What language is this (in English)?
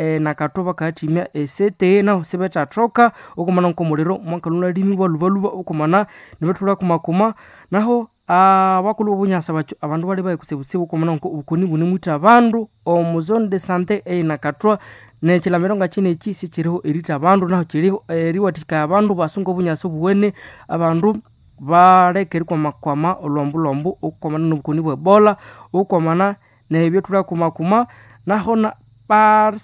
Nande